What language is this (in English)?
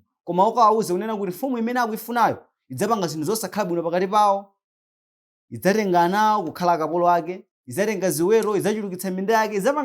Nyanja